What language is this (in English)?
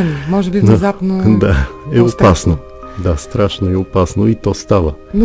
Bulgarian